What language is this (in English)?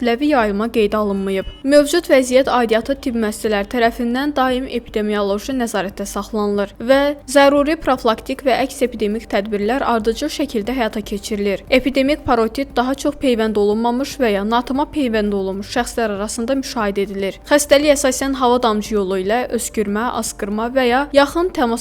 Azerbaijani